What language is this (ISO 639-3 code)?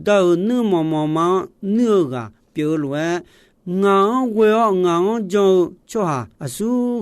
ahk